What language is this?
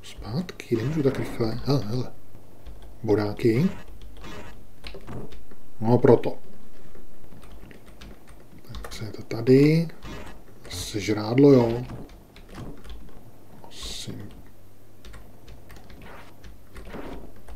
Czech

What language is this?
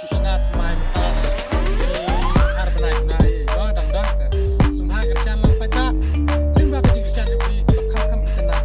Khasi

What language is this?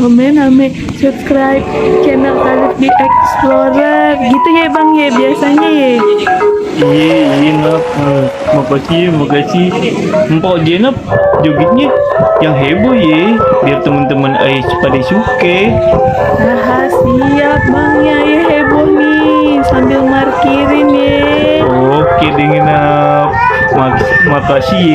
Betawi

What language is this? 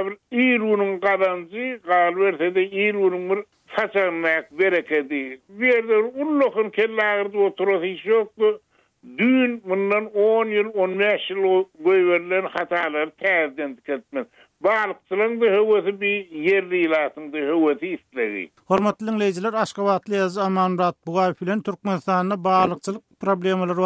Turkmen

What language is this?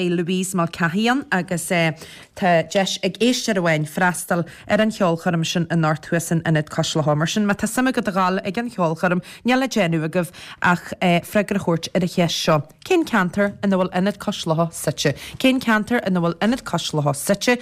Irish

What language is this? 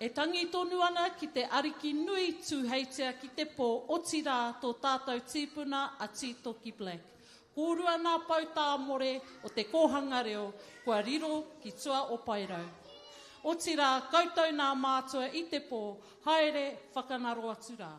Māori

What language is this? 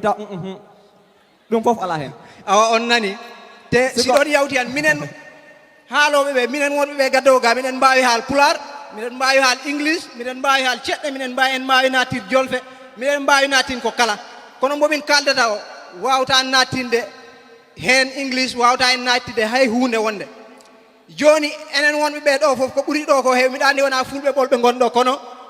Fula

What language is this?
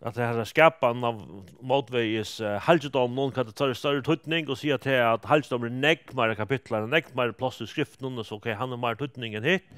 Faroese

